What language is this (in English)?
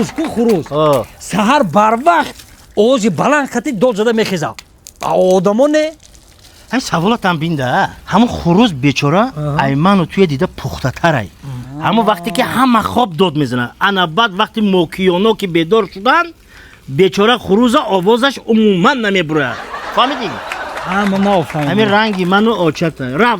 Tajik